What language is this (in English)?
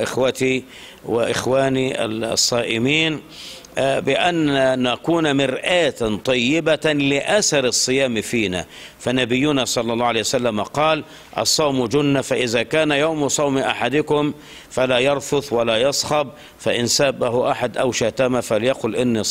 Arabic